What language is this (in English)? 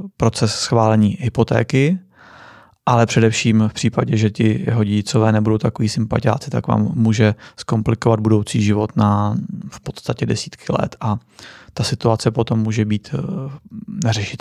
Czech